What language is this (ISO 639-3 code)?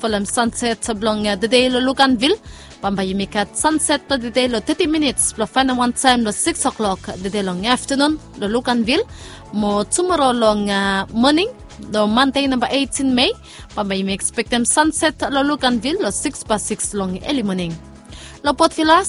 bis